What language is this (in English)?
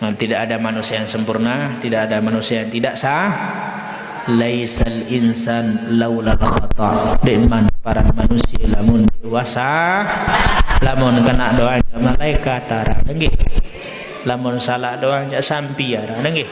Sasak